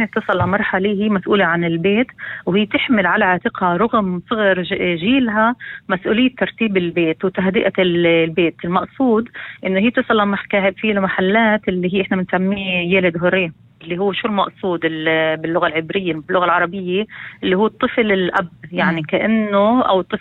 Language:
North Levantine Arabic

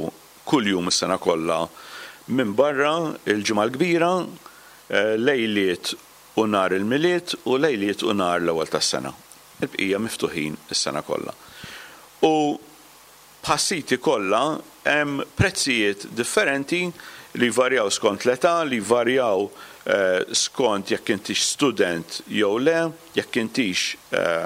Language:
Maltese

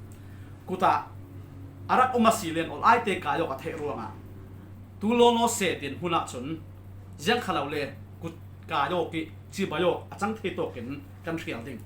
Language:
Falam Chin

